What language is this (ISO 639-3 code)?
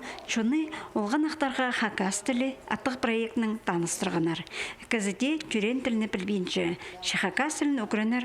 kjh